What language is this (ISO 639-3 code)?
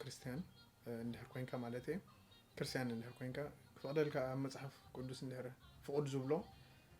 tir